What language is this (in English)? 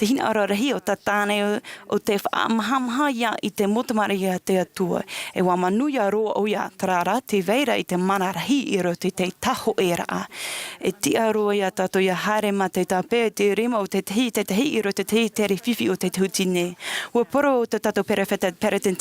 Tahitian